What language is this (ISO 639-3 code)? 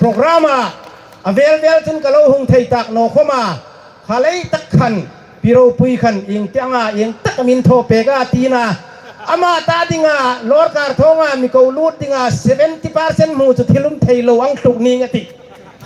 hmr